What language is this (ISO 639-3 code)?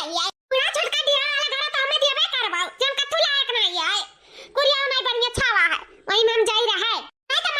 awa